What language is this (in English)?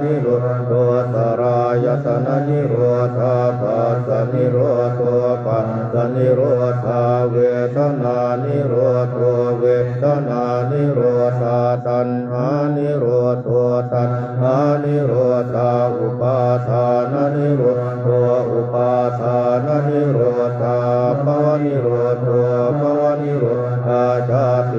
Pali